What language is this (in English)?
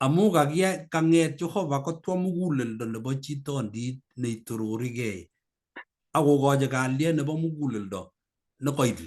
Kalenjin